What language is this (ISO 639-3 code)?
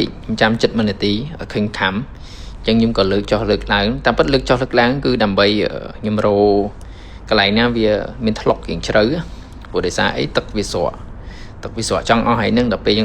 khm